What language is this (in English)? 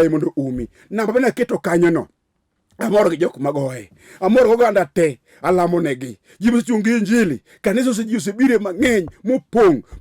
Luo (Kenya and Tanzania)